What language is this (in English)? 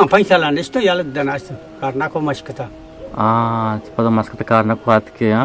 Eastern Balochi